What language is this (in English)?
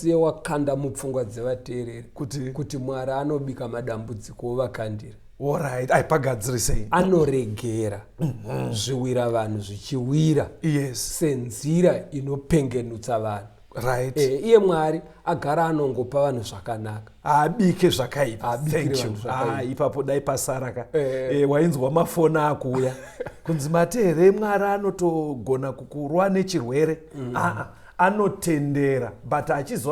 Shona